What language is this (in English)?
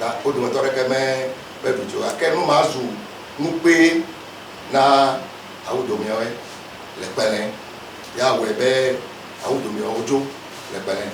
Ewe